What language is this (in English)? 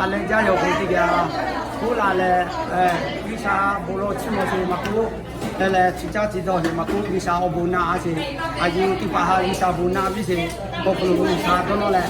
Lahu